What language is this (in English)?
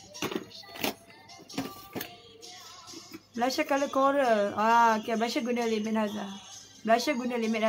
Malay